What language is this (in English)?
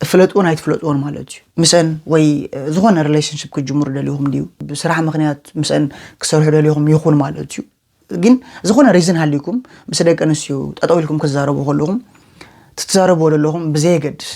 Tigrinya